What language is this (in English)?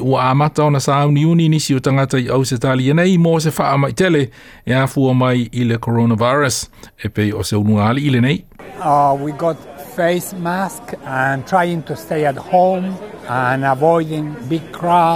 Samoan